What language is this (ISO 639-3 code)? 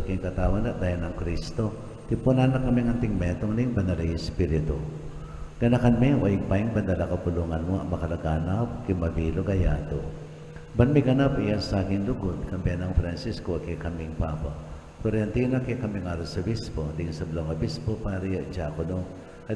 pam